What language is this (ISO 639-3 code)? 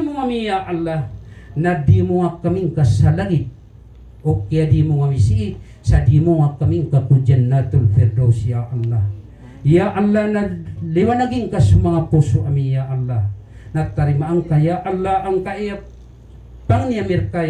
mrw